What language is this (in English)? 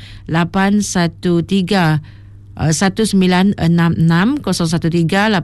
Iban